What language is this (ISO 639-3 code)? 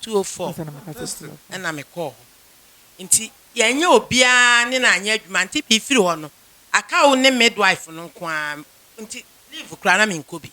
aka